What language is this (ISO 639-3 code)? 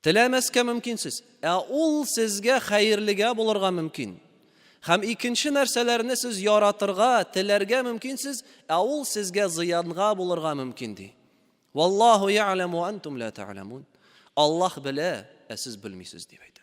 tat